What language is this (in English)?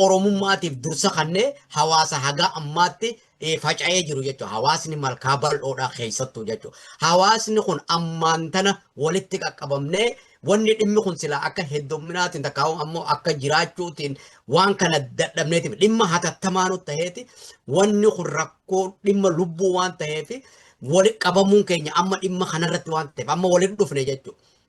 Oromo